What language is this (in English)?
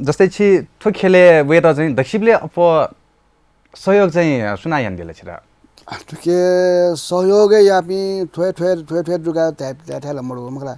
Newari